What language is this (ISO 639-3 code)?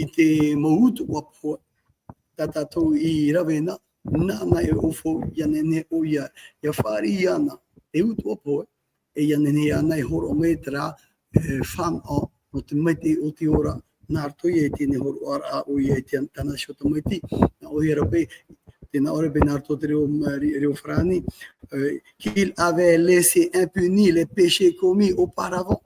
tah